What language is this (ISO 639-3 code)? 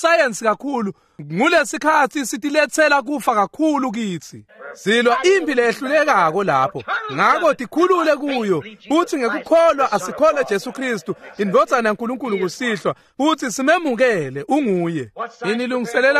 ssw